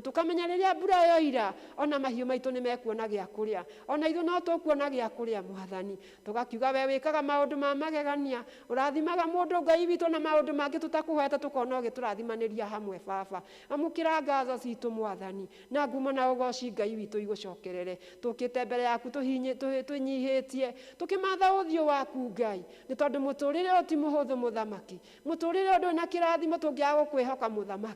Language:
Kikuyu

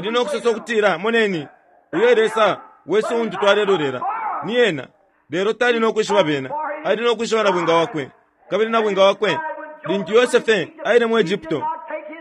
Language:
Bemba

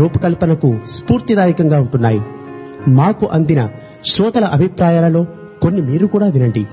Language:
Telugu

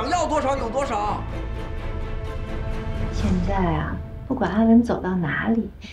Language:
Chinese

